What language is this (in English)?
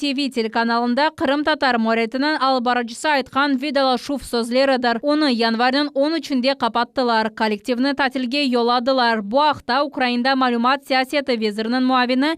Crimean Tatar